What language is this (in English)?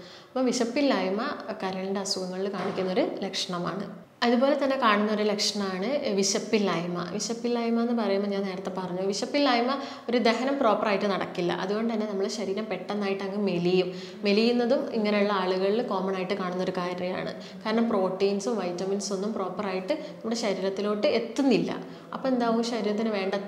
Malayalam